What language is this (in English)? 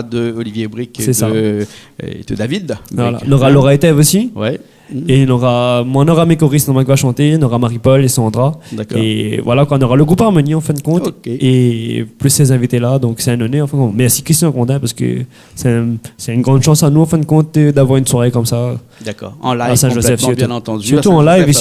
Réunion Creole French